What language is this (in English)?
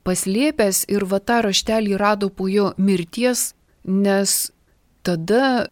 Lithuanian